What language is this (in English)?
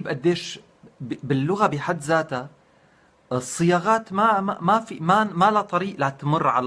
North Levantine Arabic